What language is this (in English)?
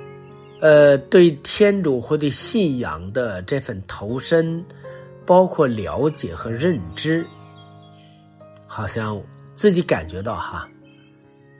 Chinese